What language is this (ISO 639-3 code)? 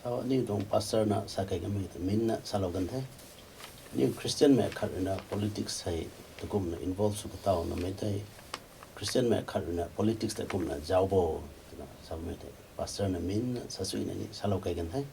nbu